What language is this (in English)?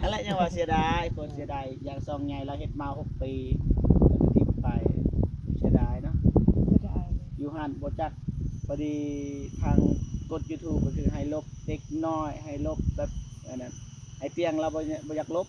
Northeastern Thai